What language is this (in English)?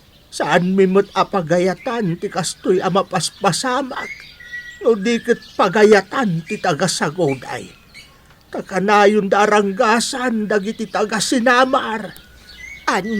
Iloko